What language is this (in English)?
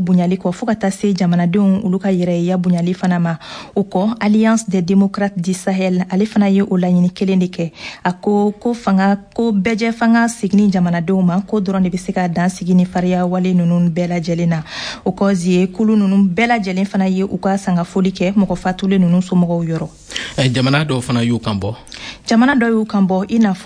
Bambara